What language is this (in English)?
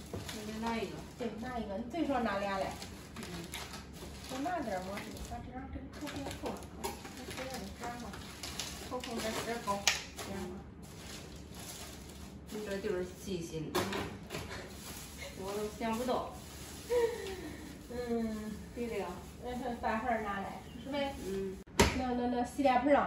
Chinese